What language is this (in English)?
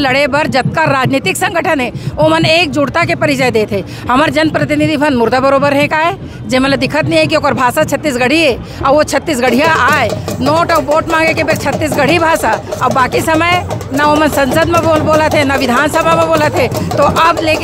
Chhattisgarhi